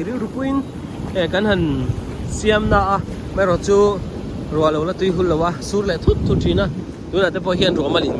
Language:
Mizo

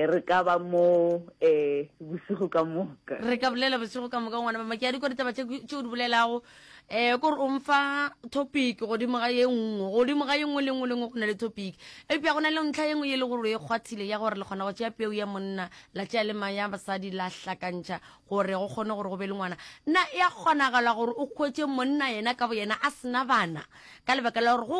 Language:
Northern Sotho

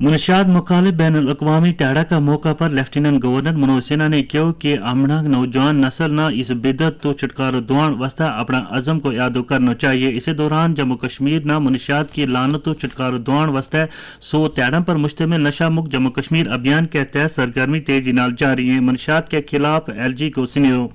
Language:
Gujari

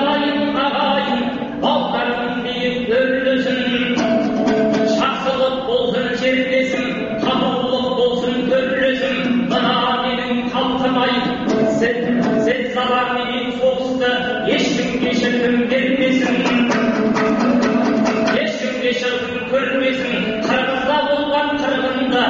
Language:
Kazakh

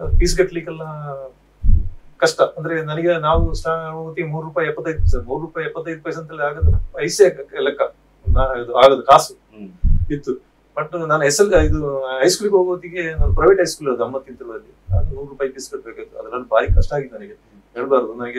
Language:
Kannada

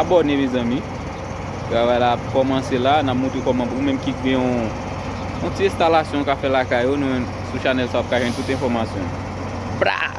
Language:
Haitian Creole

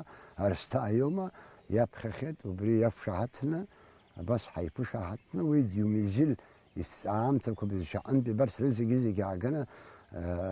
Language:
Abkhazian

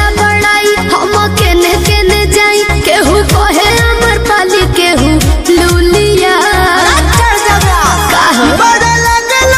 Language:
Bhojpuri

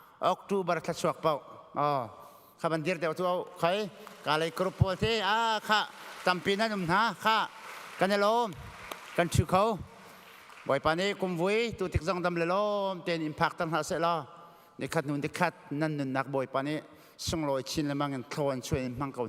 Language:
Hakha Chin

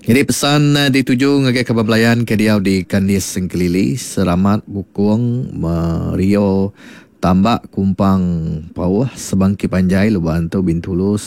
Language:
Iban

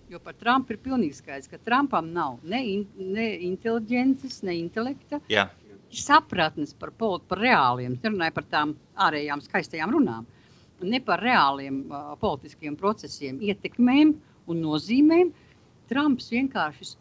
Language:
Latvian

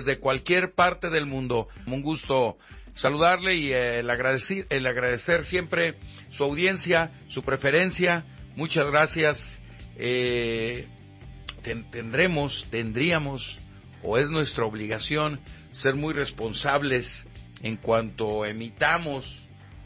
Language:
Spanish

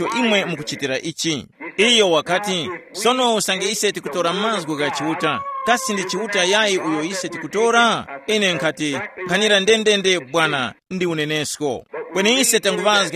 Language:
Tumbuka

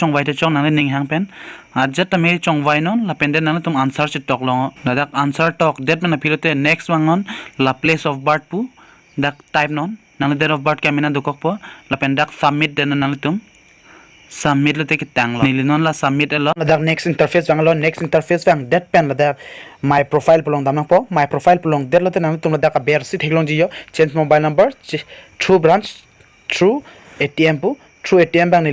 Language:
Karbi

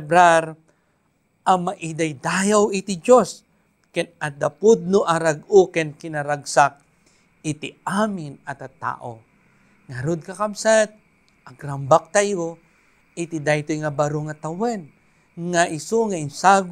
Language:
Iloko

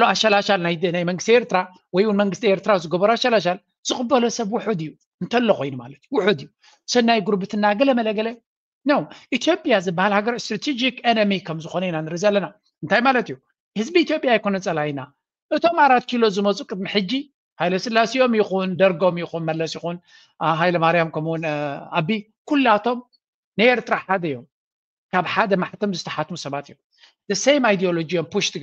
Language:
Tigrinya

